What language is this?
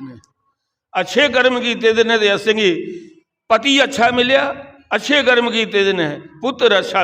Dogri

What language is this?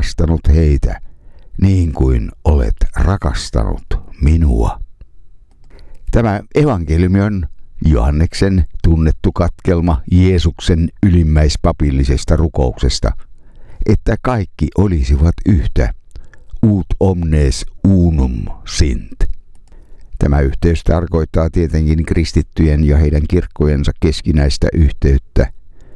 Finnish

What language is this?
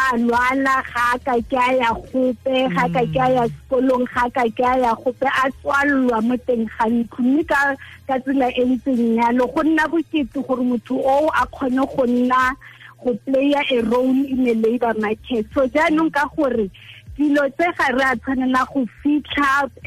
Tswana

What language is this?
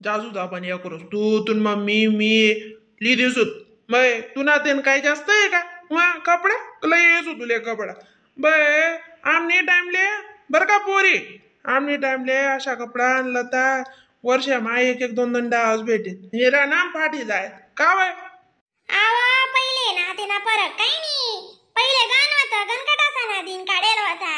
Khandesi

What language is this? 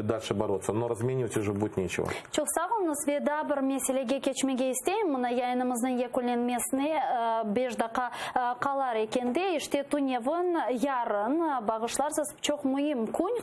Crimean Tatar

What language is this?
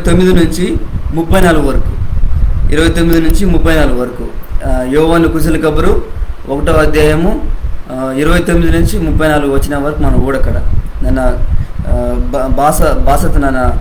Koya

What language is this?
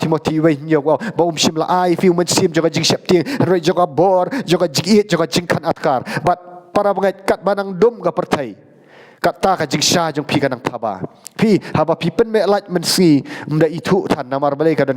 Khasi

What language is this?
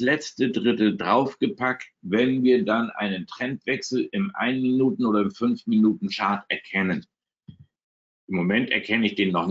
German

